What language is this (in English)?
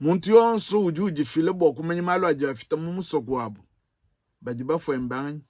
Luba-Lulua